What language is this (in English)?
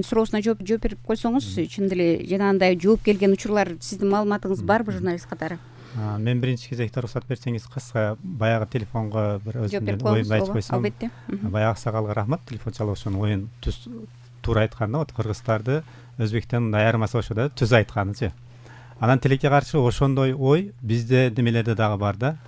Kyrgyz